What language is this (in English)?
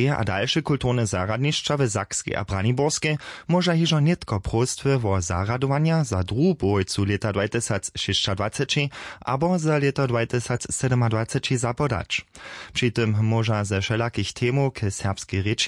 Upper Sorbian